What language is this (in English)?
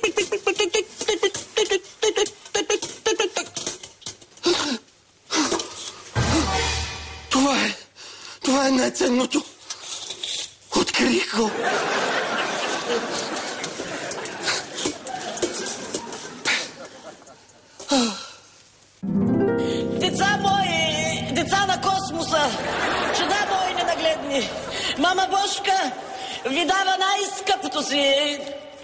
Bulgarian